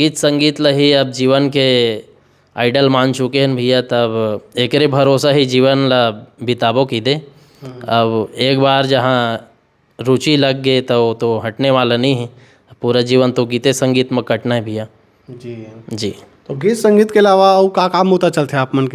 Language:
Chhattisgarhi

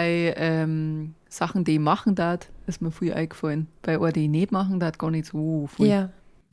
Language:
Bavarian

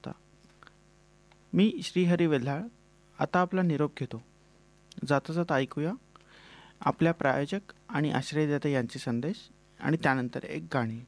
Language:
Marathi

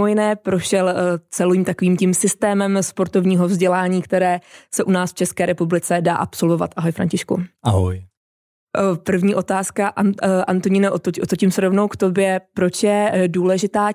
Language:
Czech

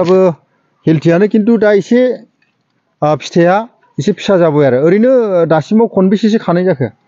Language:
Bodo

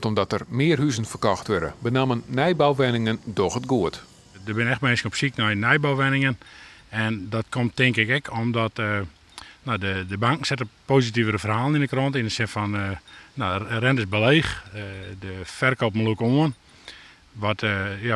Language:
Western Frisian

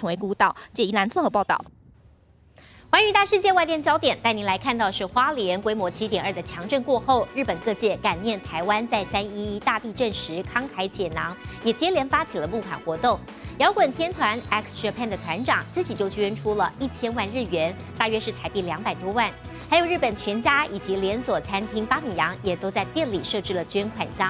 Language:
Chinese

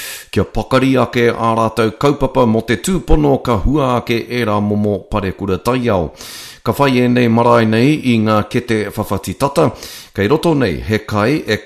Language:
Māori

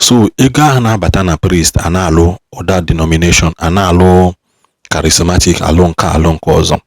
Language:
Igbo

